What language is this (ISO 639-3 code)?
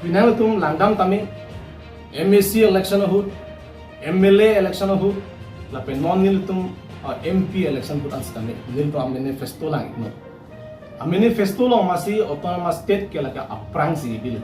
mjw